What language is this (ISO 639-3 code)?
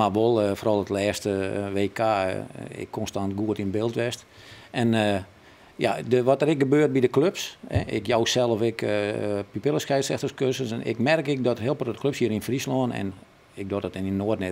fry